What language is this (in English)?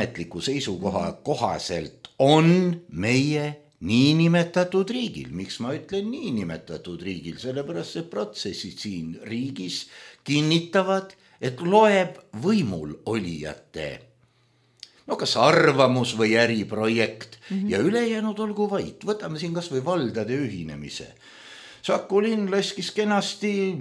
Estonian